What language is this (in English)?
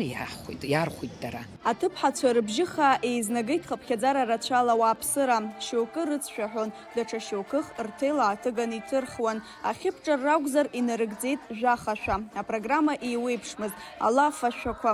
Abkhazian